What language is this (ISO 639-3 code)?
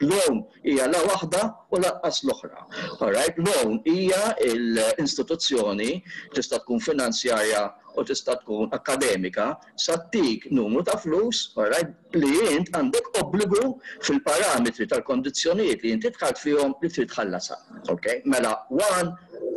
mlt